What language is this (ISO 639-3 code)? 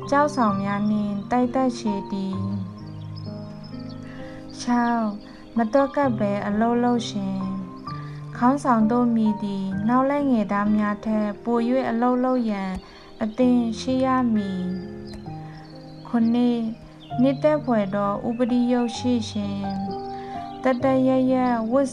mya